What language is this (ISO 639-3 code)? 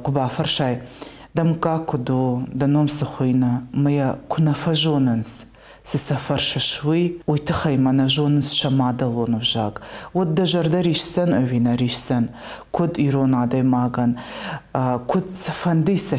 oss